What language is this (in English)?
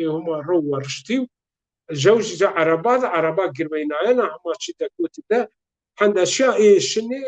Zaza